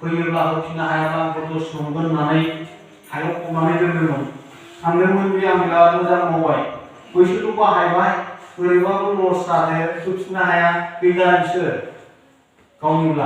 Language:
Bodo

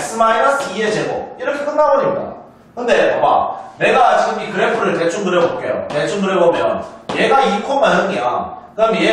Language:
Korean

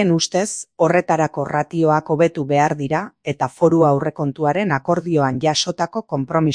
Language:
Basque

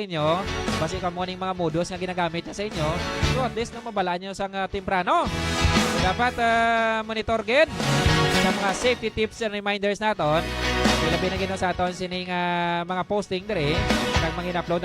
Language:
Hiligaynon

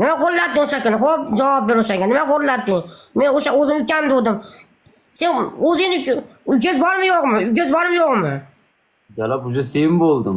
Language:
Uzbek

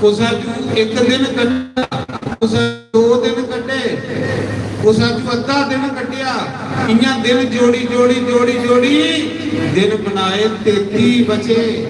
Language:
Dogri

